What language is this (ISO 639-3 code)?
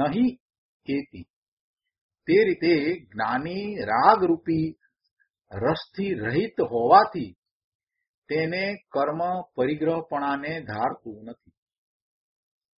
guj